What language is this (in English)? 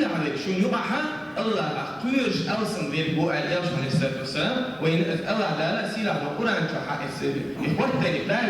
Chechen